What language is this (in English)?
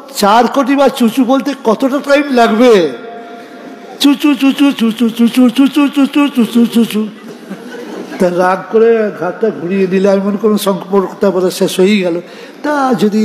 Bangla